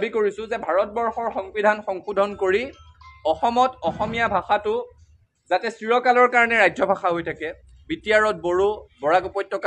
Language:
Assamese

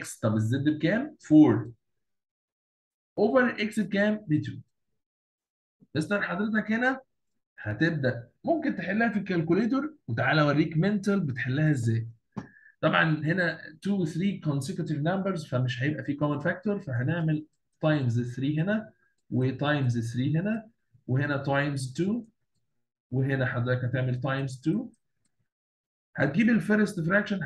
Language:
Egyptian Arabic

